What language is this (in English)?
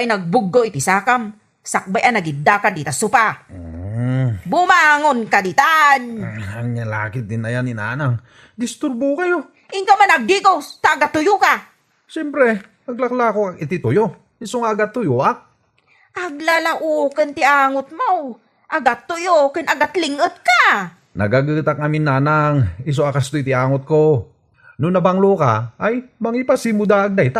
Iloko